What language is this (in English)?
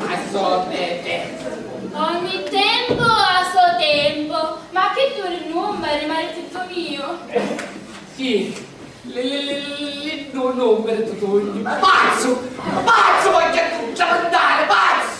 Sicilian